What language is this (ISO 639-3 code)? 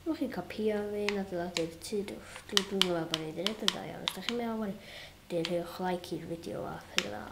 cym